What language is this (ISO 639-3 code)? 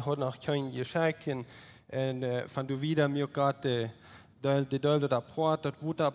pdt